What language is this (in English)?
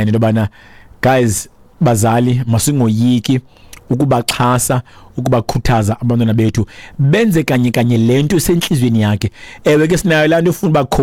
Xhosa